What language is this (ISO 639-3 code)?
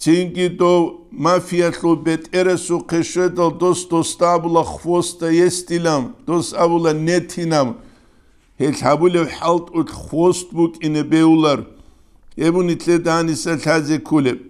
ava